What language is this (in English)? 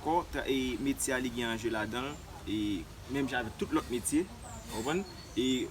Haitian Creole